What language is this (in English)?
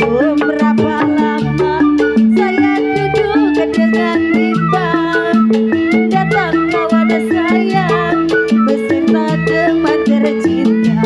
Betawi